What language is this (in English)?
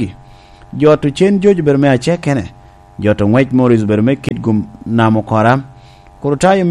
Lango (Uganda)